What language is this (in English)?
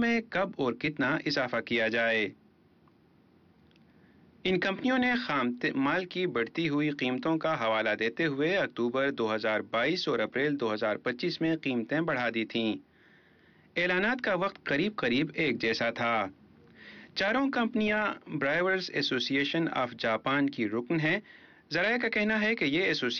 Urdu